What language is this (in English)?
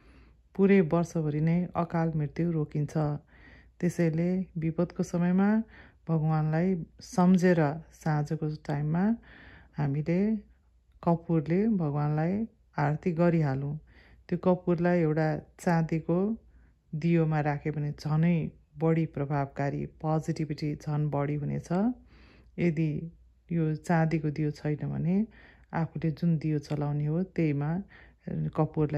Nepali